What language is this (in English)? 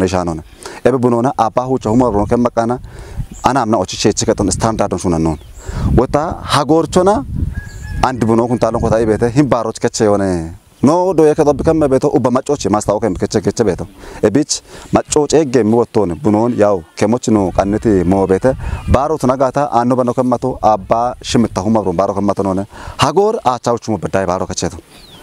Kafa